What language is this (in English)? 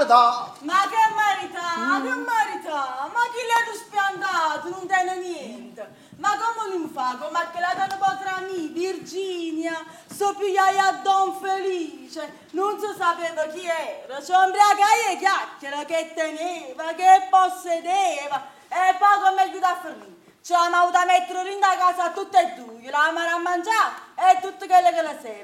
Neapolitan